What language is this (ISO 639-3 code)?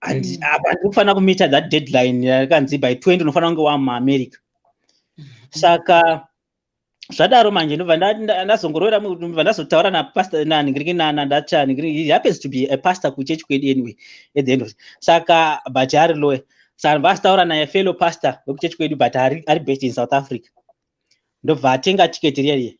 sna